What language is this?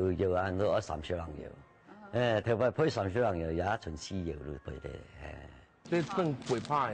Hakka Chinese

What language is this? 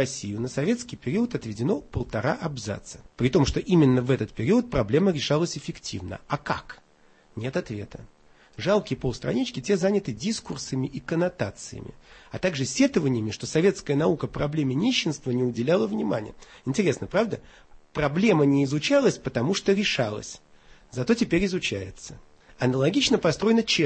Russian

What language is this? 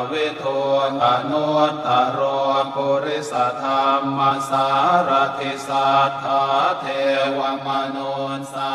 Pali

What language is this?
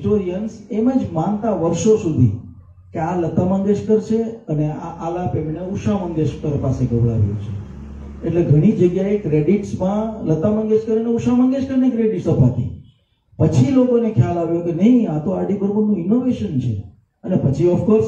Gujarati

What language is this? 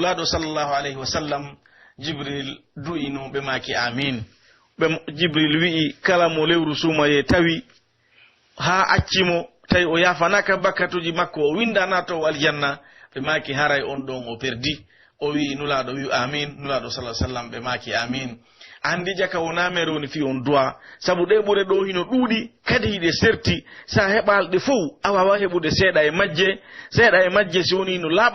Pular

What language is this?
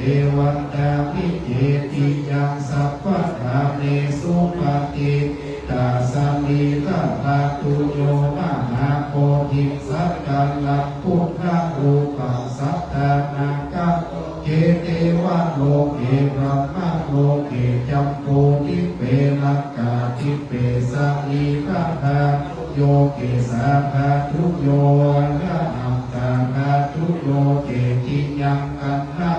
Pali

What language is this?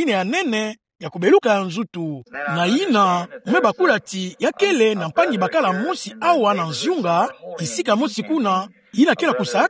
Kituba (Democratic Republic of Congo)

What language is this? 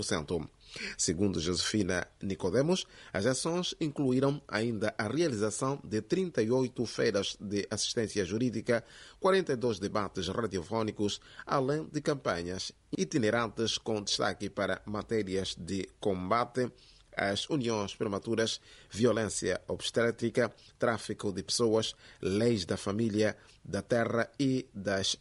Portuguese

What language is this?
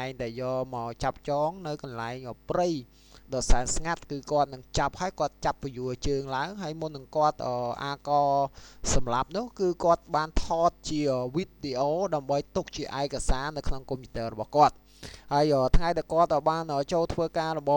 Khmer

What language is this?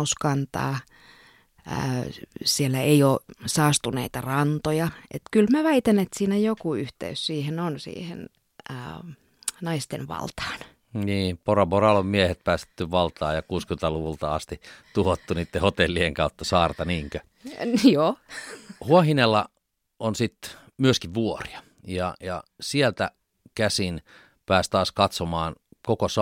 Finnish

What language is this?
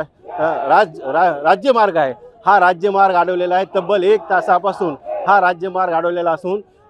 Marathi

